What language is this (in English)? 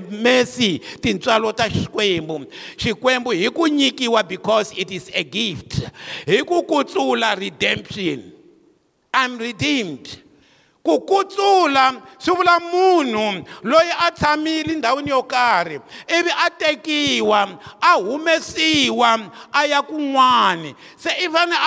Tsonga